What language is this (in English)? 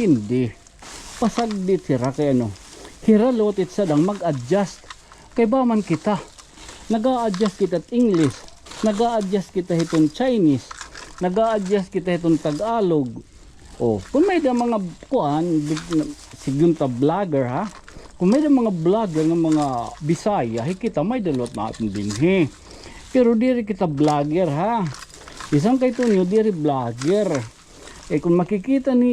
Waray